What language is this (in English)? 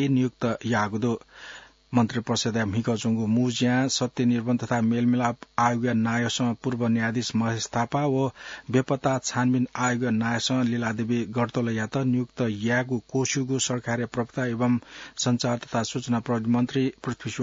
Newari